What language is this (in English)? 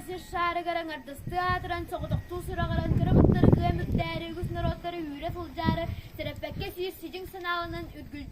Yakut